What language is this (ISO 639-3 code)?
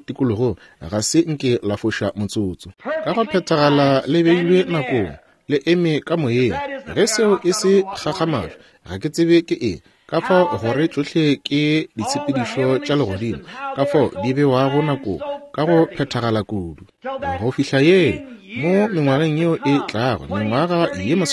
nso